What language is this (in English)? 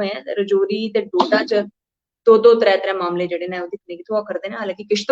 Dogri